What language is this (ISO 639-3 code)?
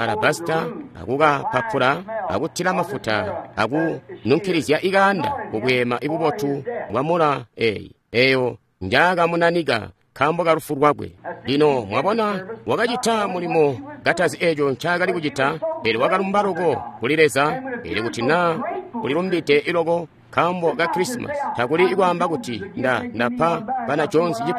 toi